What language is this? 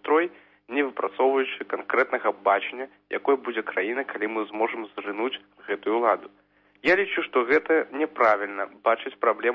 Belarusian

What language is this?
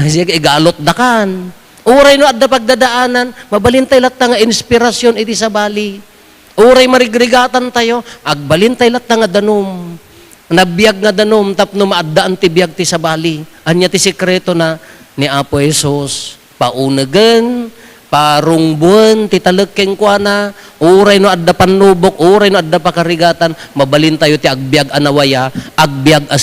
Iloko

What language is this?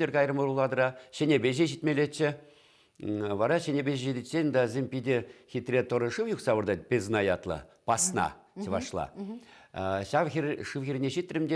Chuvash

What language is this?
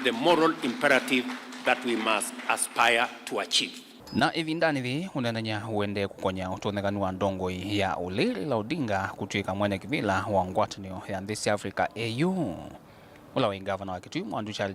Kamba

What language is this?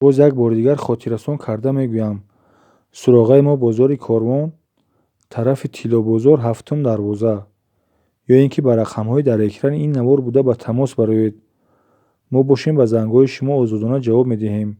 Tajik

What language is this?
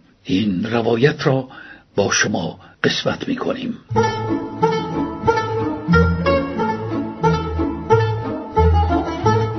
Persian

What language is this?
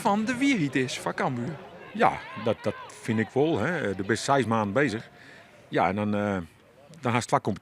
Western Frisian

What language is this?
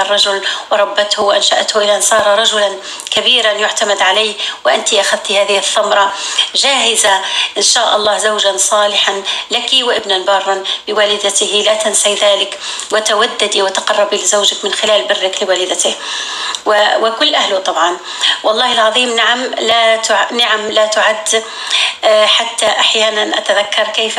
North Levantine Arabic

